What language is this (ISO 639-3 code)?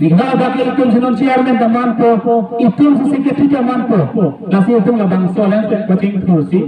mjw